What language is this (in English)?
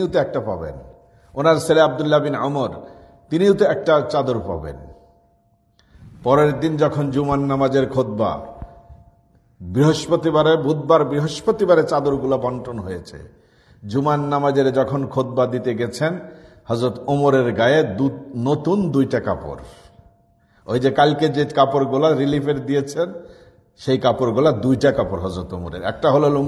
Bangla